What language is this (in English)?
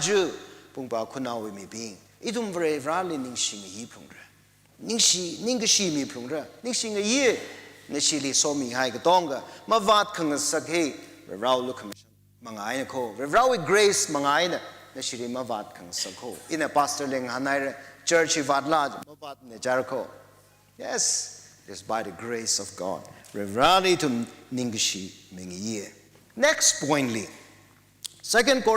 Tangkhul Naga (India)